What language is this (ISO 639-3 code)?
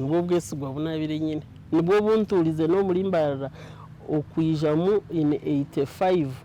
nyn